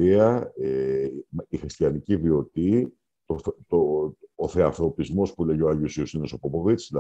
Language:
Greek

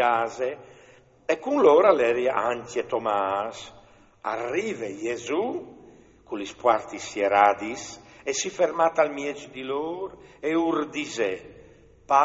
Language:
Friulian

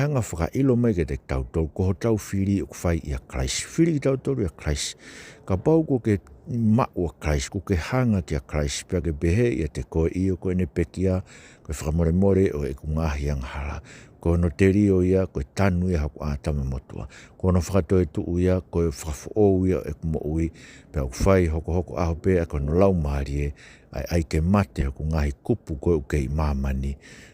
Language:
Tongan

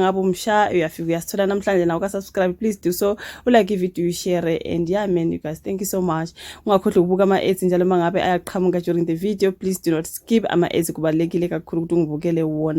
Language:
Zulu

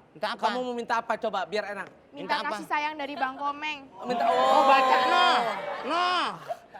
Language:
Betawi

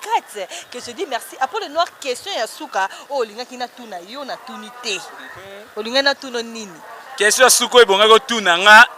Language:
Lingala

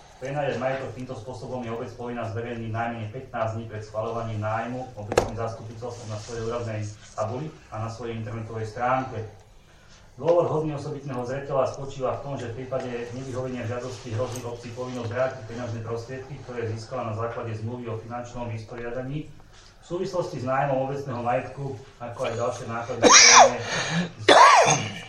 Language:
Slovak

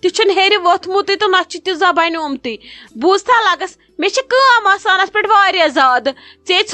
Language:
Kashmiri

